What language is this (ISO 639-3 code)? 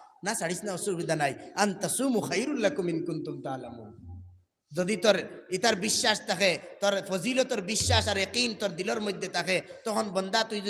syl